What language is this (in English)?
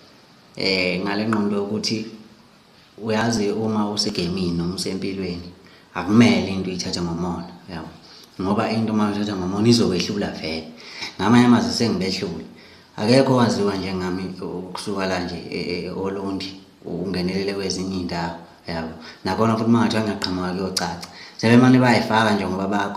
Zulu